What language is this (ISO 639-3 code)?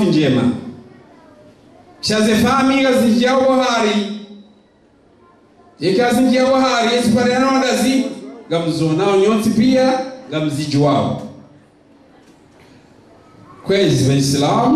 zdj